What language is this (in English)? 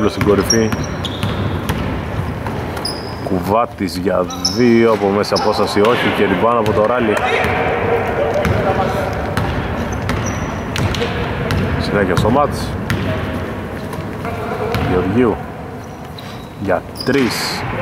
Greek